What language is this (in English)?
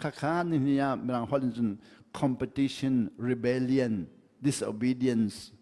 Hakha Chin